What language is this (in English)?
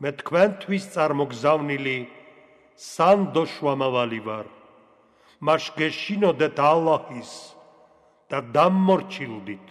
Georgian